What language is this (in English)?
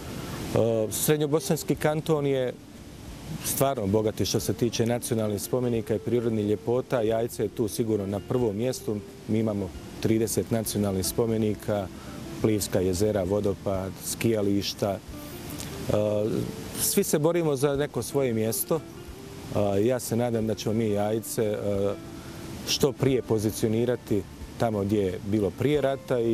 Bosnian